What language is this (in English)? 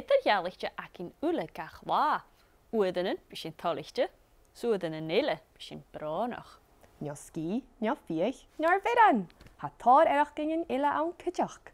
Welsh